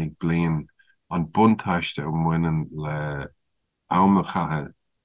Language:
Irish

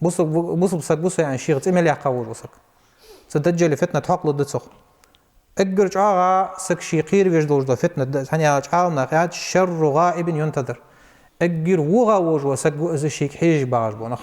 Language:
Ingush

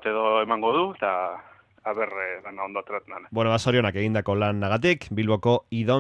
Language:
Basque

